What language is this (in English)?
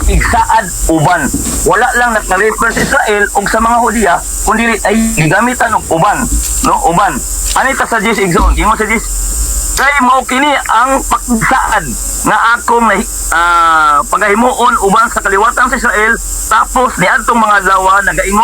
Cebuano